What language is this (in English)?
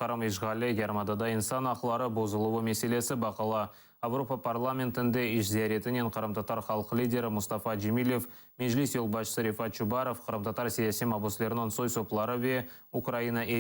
Crimean Tatar